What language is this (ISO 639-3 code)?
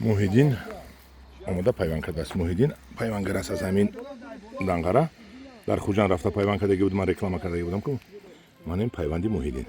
tgk